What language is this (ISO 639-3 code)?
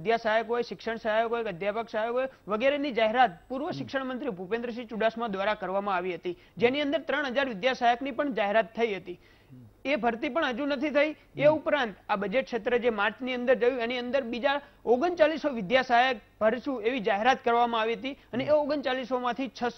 guj